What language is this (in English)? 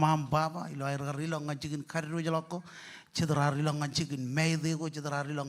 Marshallese